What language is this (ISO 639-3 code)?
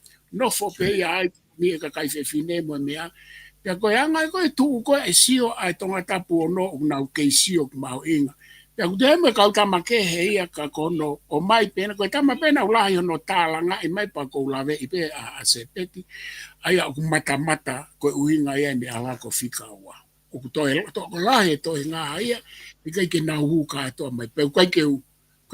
ton